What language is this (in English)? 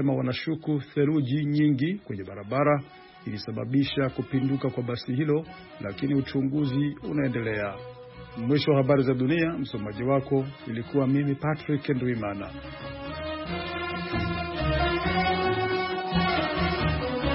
Swahili